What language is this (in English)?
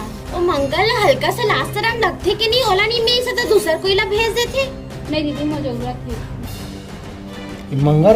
Chhattisgarhi